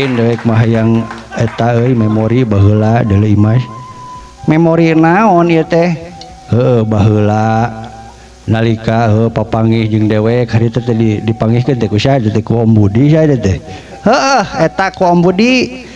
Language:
Sundanese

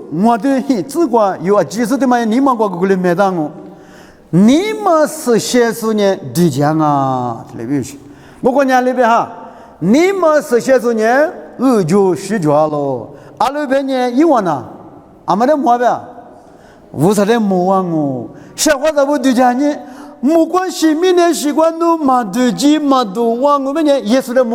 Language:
Lisu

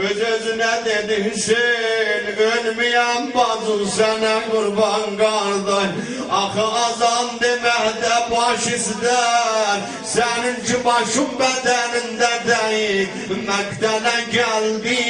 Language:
South Azerbaijani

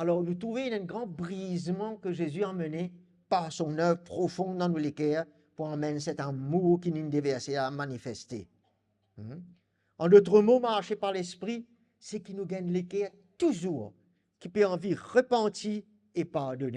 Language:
Morisyen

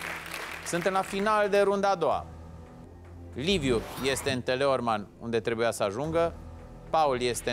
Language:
Romanian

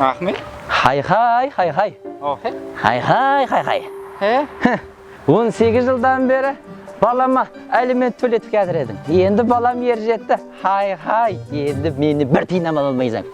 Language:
Kara-Kalpak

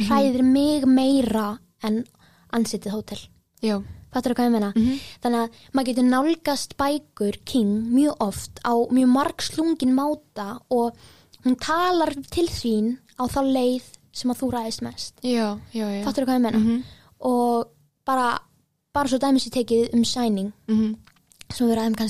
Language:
Icelandic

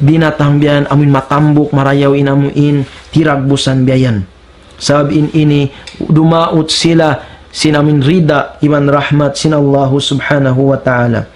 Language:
Tausug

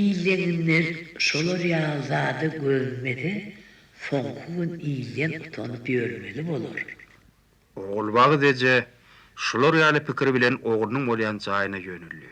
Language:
Turkmen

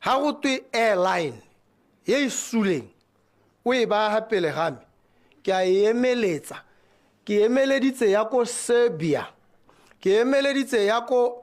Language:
Tswana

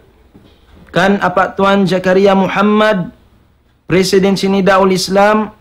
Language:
Tausug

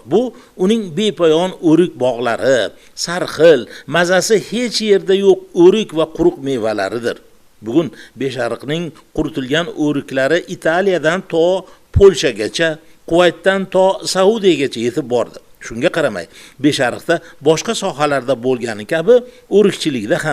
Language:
Uzbek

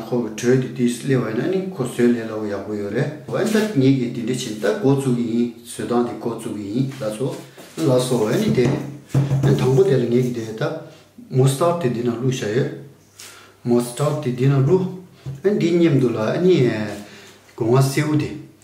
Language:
Tibetan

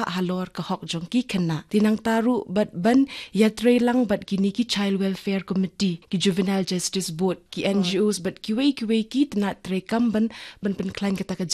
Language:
Khasi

